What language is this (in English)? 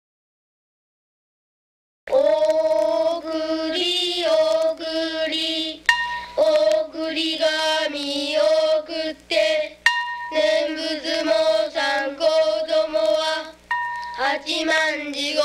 Japanese